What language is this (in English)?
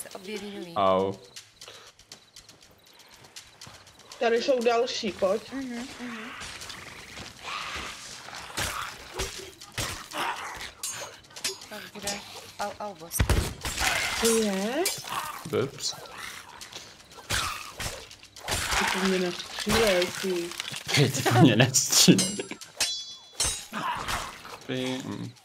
Czech